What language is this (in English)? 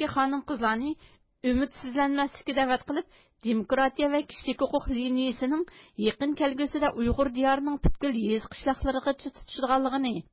Uyghur